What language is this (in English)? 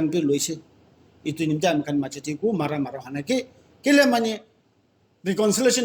Naga Pidgin